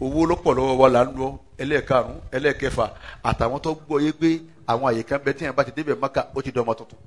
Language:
Yoruba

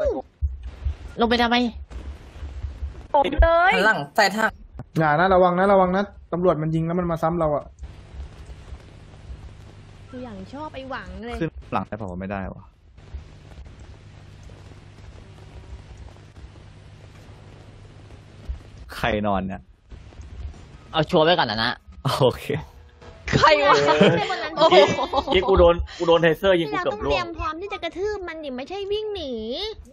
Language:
Thai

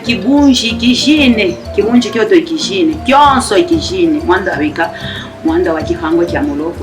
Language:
Luba-Katanga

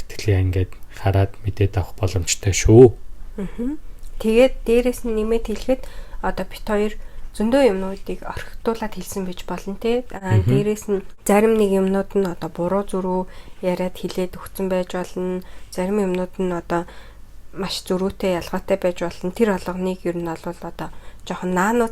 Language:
Mongolian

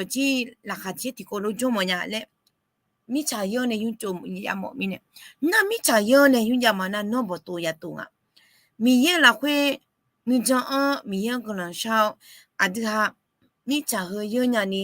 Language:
Akha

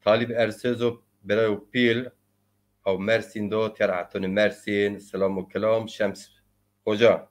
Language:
Zaza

